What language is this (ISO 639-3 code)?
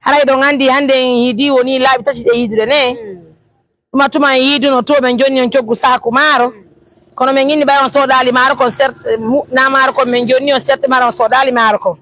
fuf